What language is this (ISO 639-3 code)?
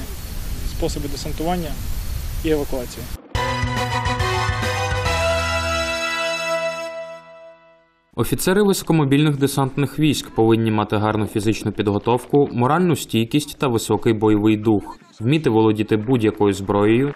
ukr